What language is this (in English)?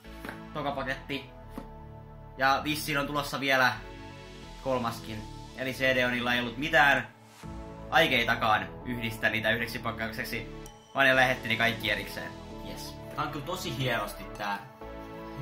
Finnish